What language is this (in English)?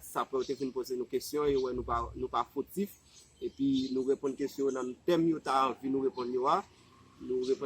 Haitian Creole